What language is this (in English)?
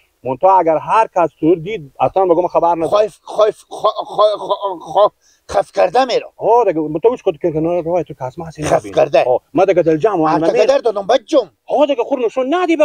Persian